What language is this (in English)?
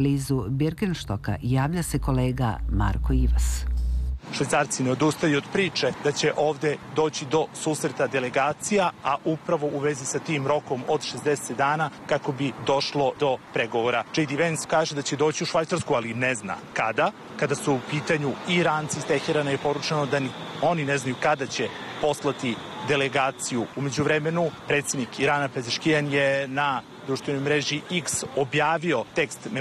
Serbian